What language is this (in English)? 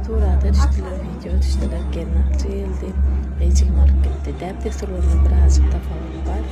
Turkmen